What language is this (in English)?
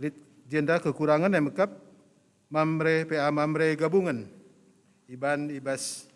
Batak Karo